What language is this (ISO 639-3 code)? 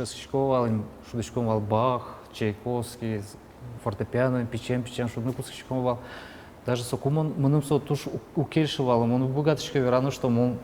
udm